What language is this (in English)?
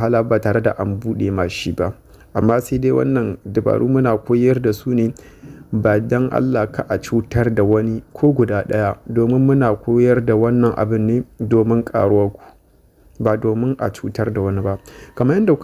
Hausa